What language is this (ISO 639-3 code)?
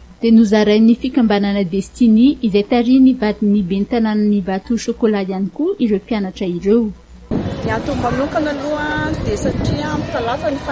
mlg